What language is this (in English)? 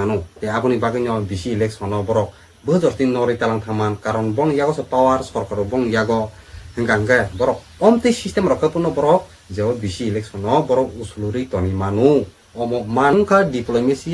Kok Borok